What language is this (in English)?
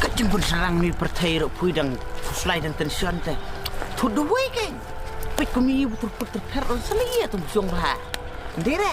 Khasi